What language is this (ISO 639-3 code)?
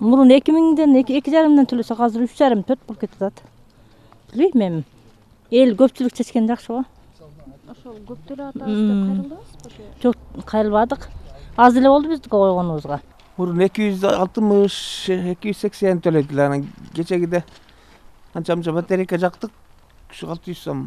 kir